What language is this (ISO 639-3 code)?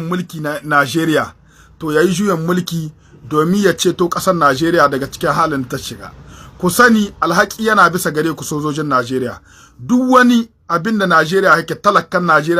hau